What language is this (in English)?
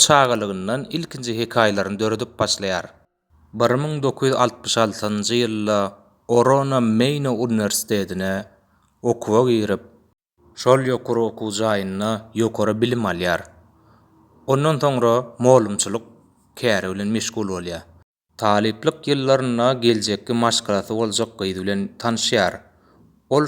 Turkmen